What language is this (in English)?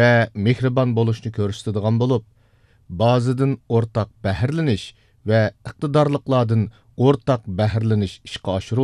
Uyghur